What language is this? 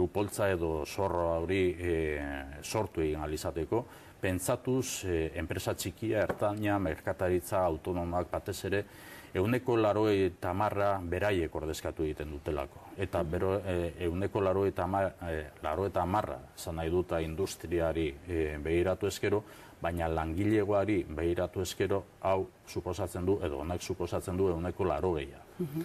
Basque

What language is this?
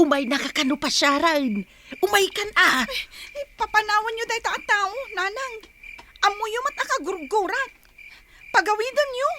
Iloko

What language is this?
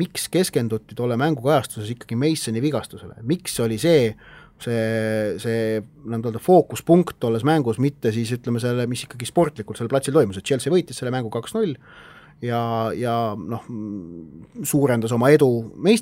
Estonian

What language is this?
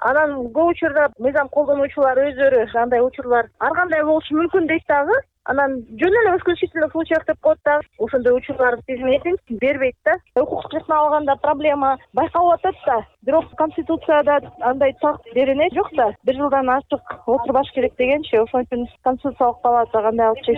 Kyrgyz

